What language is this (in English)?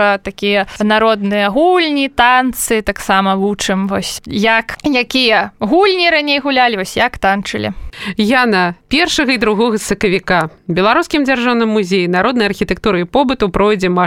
Belarusian